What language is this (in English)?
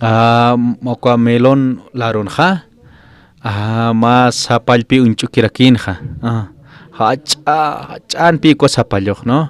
Aymara